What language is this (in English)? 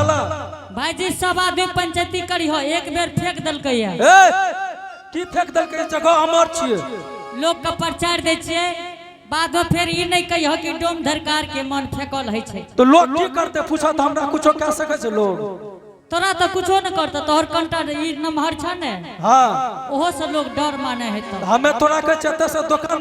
Angika